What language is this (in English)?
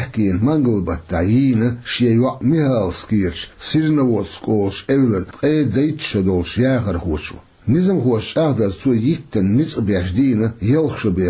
Chechen